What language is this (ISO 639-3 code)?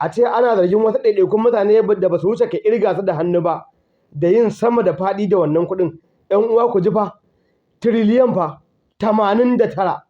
hau